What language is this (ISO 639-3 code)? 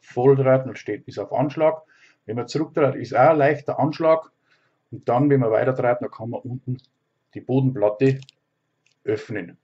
bar